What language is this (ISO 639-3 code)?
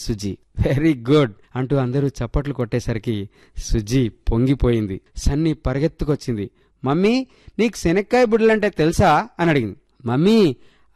tel